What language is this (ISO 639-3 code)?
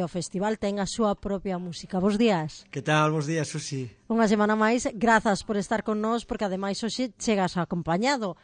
glg